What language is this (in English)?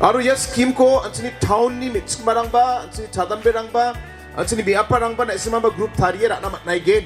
Garo